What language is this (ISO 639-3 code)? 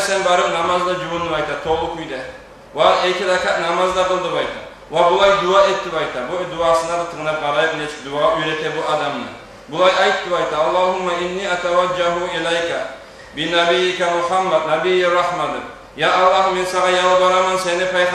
kum